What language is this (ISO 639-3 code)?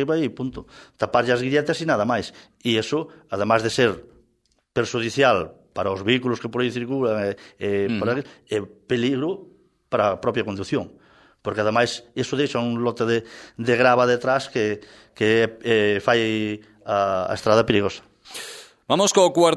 glg